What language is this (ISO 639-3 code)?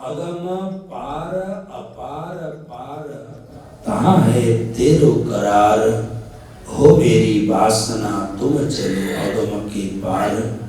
nep